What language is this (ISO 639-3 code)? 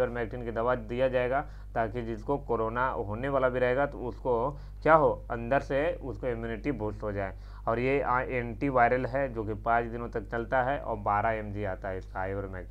hin